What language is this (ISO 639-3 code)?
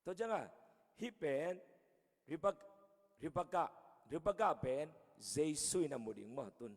ctd